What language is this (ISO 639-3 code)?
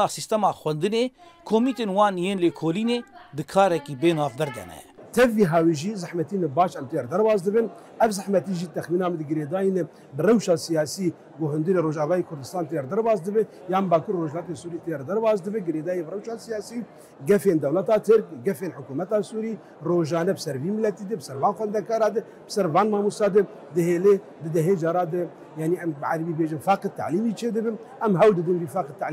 kur